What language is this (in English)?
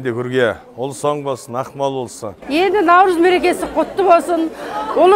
Kazakh